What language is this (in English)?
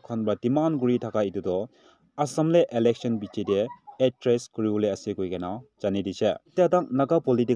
Naga Pidgin